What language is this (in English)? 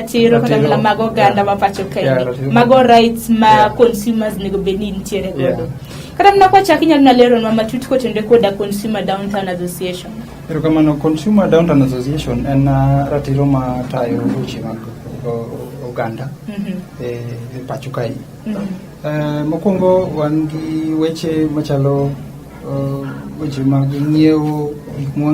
Luo (Kenya and Tanzania)